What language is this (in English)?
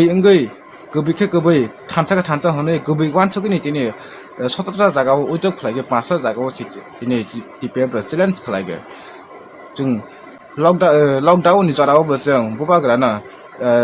Kok Borok